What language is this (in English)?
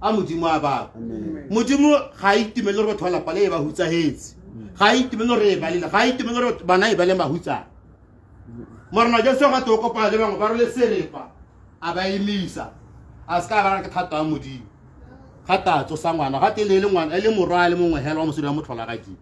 Tswana